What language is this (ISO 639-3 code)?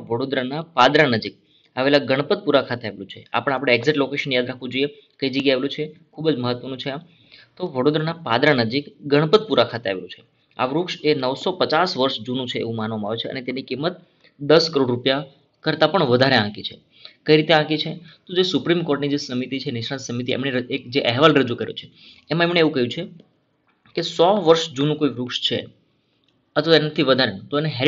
guj